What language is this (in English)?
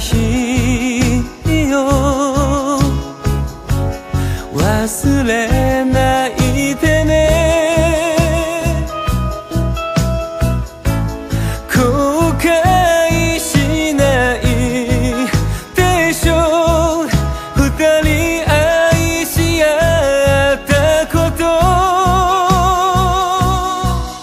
Japanese